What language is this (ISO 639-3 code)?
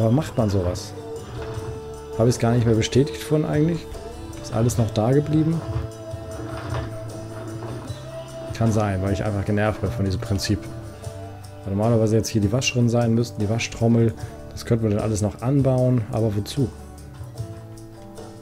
deu